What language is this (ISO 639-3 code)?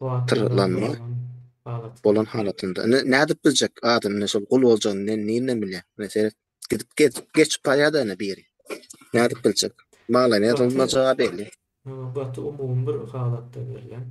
tuk